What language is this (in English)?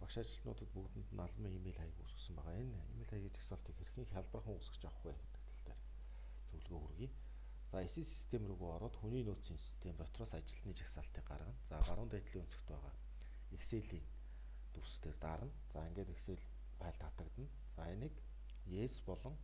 Mongolian